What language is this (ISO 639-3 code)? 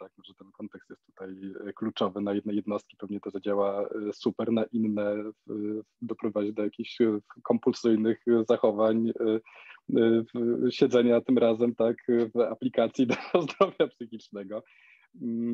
pol